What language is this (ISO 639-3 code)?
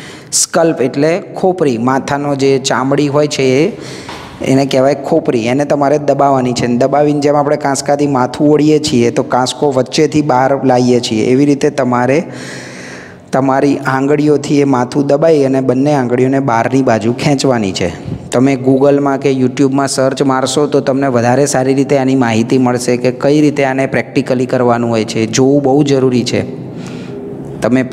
guj